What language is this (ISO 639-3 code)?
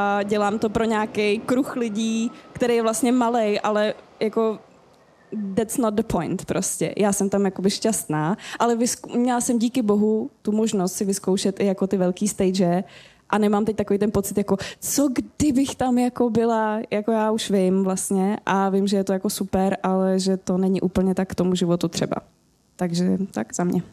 ces